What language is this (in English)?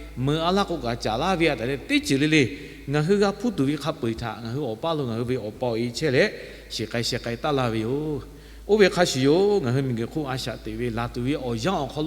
Lahu